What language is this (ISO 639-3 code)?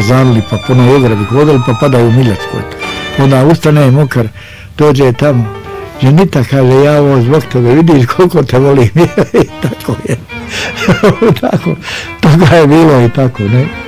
bos